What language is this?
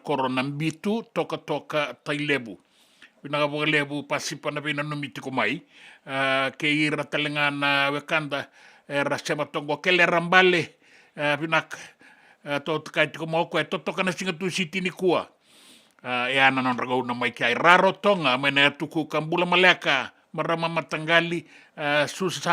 Fijian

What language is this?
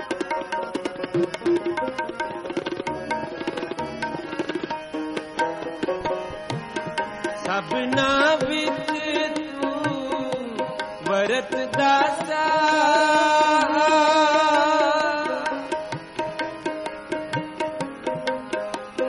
Punjabi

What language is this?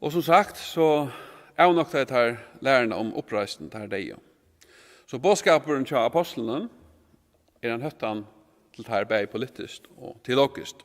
Faroese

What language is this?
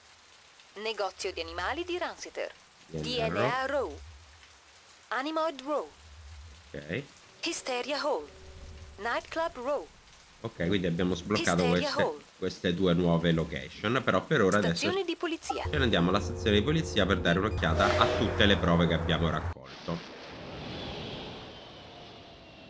Italian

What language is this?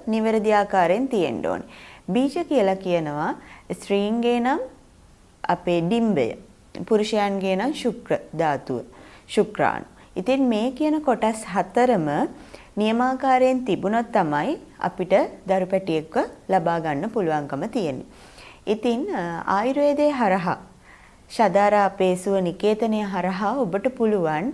Sinhala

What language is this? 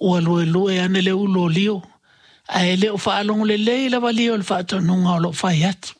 Samoan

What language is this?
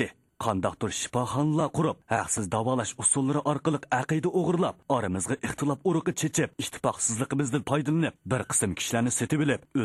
Uyghur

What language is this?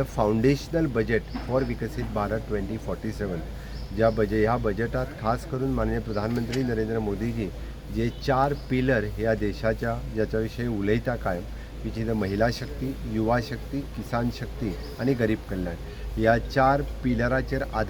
Konkani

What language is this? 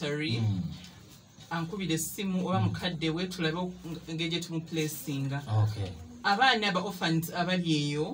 Ganda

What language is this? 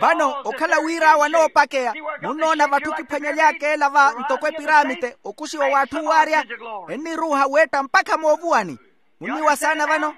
Makhuwa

